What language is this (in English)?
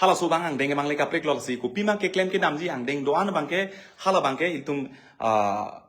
Karbi